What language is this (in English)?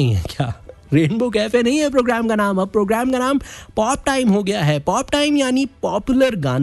Hindi